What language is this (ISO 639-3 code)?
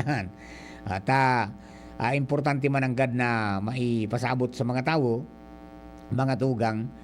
bik